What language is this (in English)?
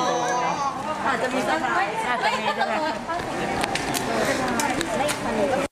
Thai